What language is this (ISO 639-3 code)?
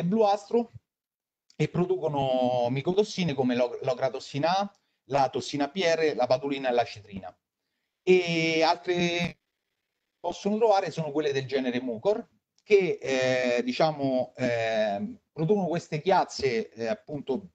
ita